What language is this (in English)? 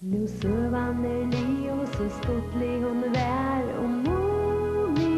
Faroese